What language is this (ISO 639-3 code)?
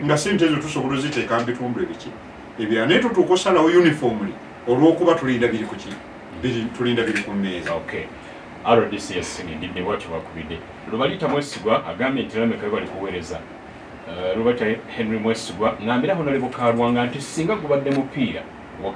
lug